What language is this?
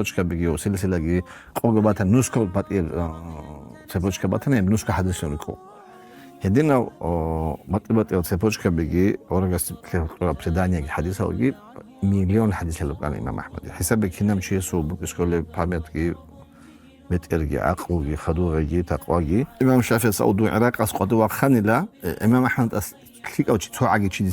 Avaric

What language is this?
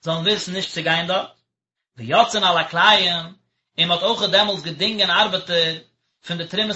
Yiddish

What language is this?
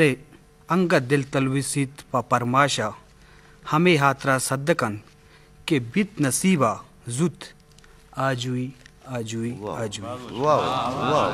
Eastern Balochi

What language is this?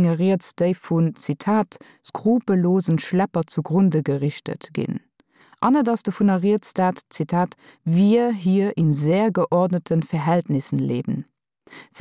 Luxembourgish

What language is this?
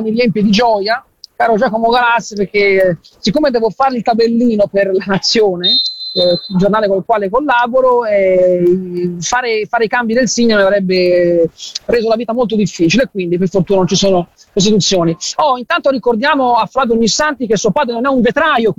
Italian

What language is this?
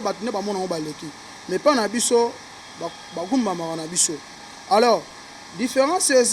Lingala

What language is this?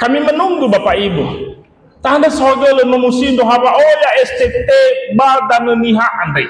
Nias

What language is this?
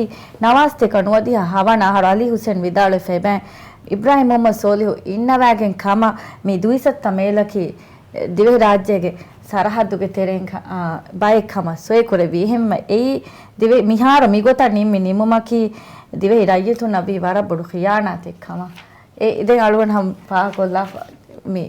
Divehi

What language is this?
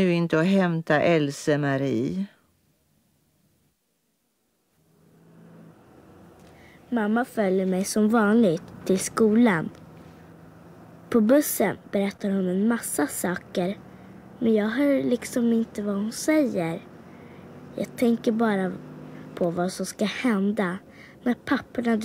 Swedish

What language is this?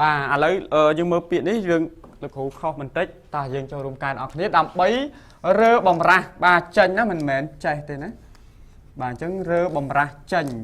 Khmer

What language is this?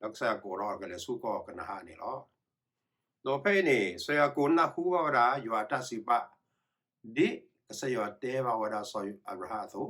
S'gaw Karen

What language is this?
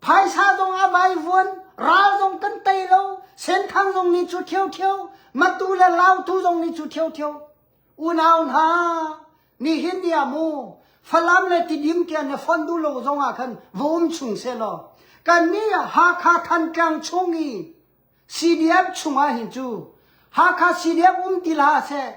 Hakha Chin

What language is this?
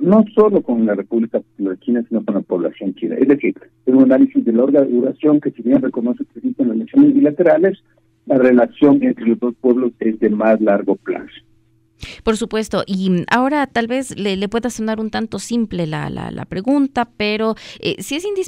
Spanish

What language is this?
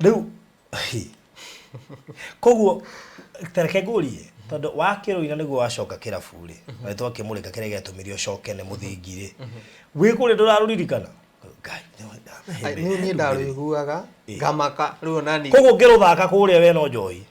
Kikuyu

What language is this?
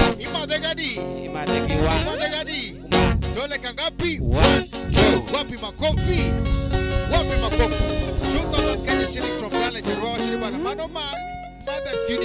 Luo (Kenya and Tanzania)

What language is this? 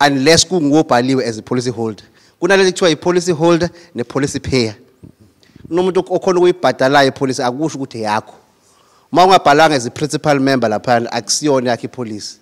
Zulu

